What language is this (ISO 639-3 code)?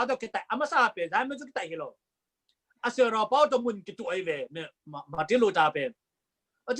ctd